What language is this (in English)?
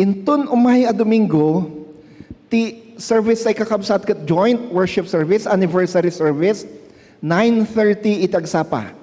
Iloko